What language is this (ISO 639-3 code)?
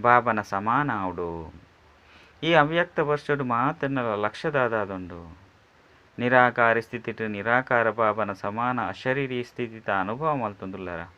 tcy